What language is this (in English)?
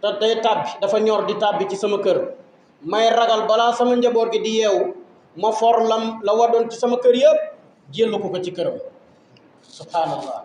Wolof